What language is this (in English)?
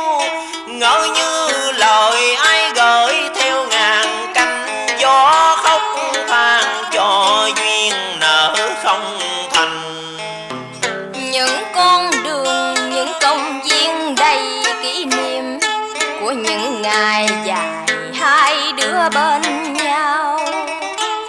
Vietnamese